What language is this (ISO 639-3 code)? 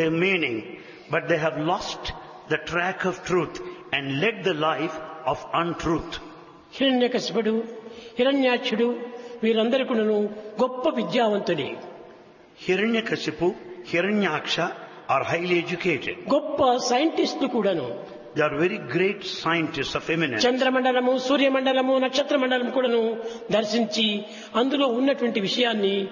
tel